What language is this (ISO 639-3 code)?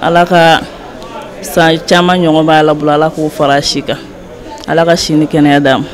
bam